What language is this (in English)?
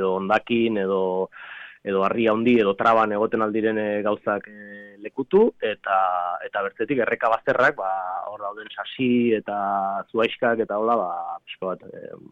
Basque